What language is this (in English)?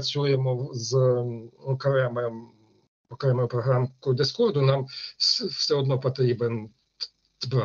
Ukrainian